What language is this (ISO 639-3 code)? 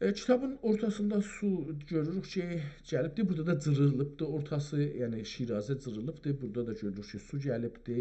azb